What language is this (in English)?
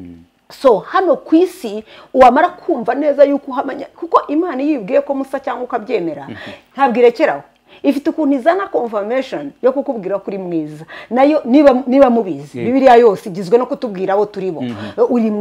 Kinyarwanda